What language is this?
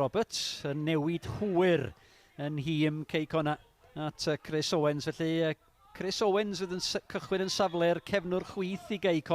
Welsh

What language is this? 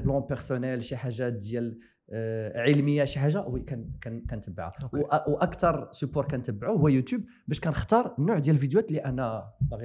Moroccan Arabic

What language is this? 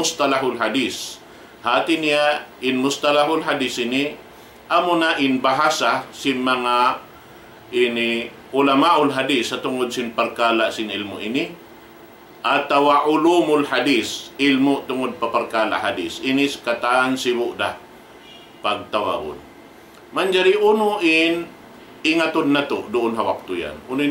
Tausug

